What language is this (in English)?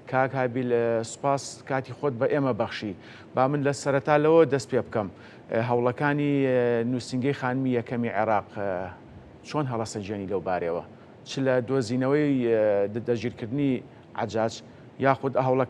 Central Kurdish